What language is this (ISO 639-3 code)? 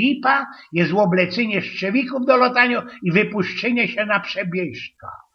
szl